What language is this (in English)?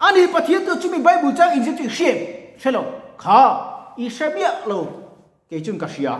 Mizo